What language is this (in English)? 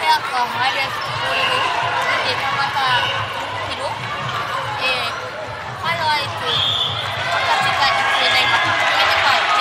Māori